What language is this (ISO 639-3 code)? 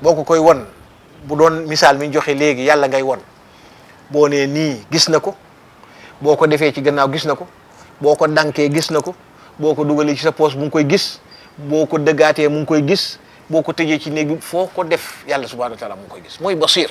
wol